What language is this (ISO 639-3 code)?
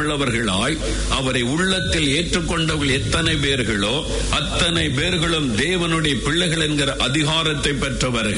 tam